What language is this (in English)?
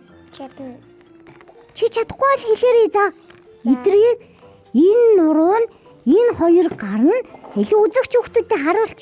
Mongolian